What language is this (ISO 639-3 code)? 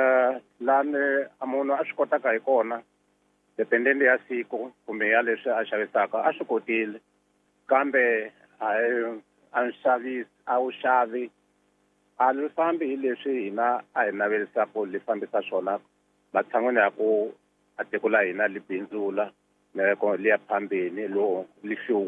tso